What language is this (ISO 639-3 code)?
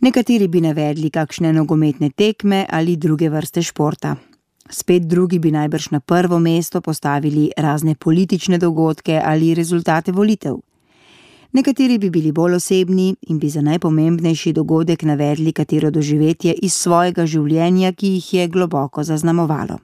slv